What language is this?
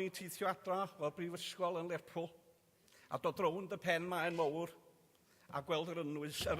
Welsh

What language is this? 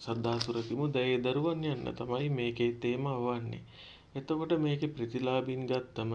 Sinhala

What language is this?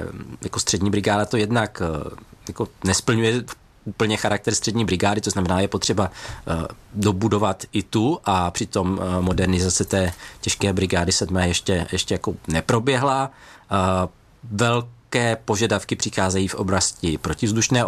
Czech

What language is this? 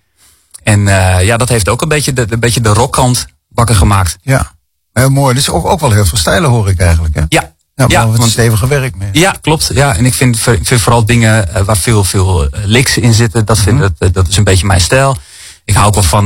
Dutch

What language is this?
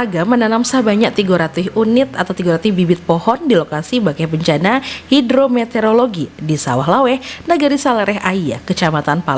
Minangkabau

